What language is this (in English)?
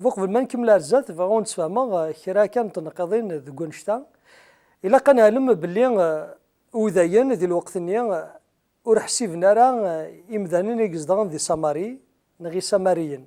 Kabyle